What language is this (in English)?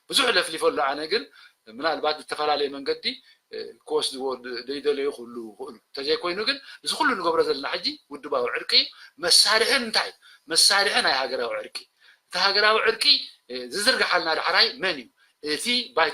Tigrinya